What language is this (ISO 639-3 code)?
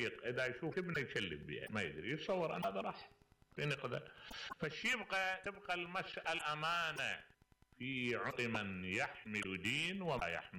acm